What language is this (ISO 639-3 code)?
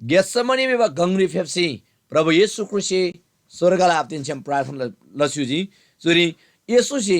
taj